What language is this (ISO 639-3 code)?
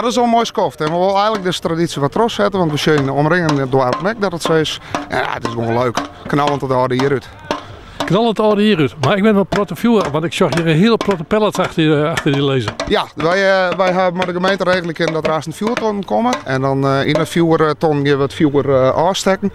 fry